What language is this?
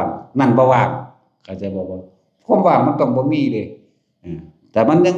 Northeastern Thai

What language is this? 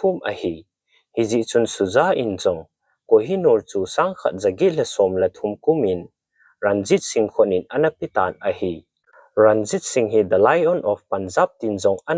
Thado Chin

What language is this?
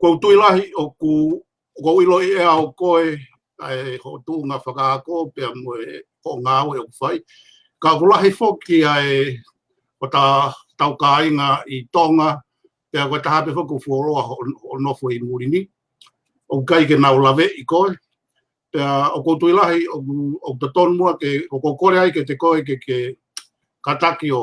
Tongan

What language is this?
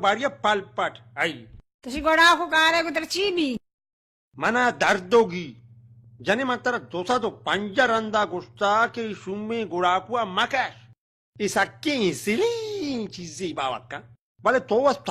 Baluchi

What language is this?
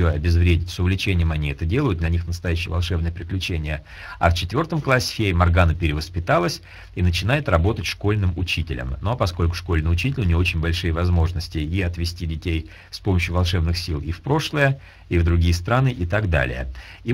Russian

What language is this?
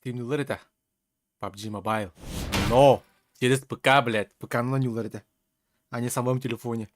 Yakut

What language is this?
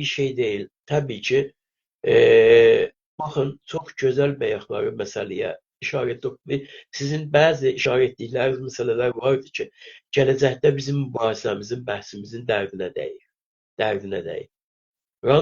South Azerbaijani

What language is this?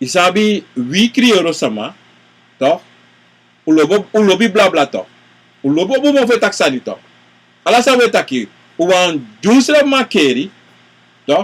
Sranan Tongo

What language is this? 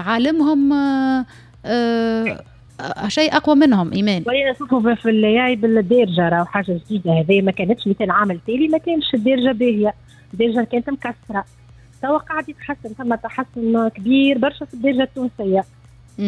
Tunisian Arabic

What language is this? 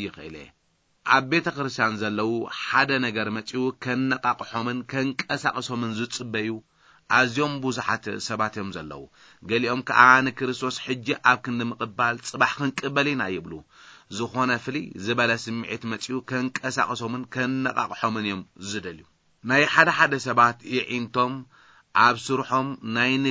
Tigrinya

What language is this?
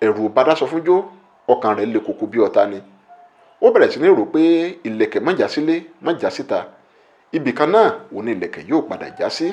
Yoruba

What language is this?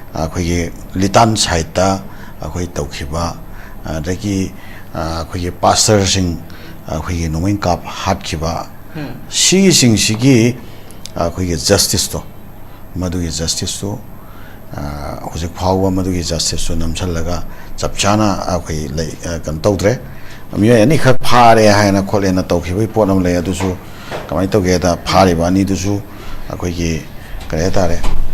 Manipuri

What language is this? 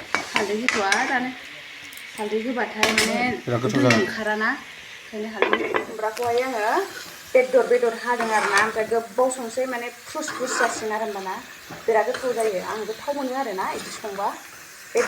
Bodo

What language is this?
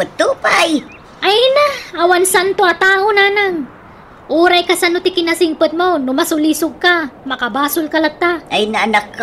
Iloko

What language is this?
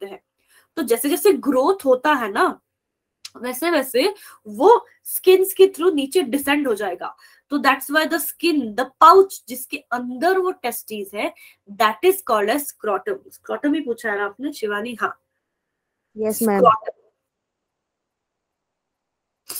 Hindi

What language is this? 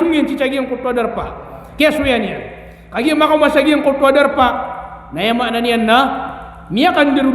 Maranao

